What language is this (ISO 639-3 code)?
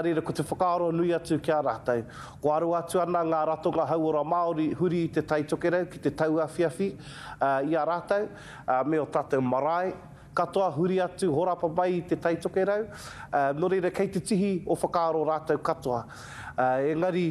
mri